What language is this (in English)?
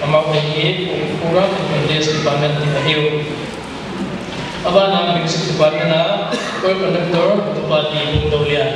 Paite Chin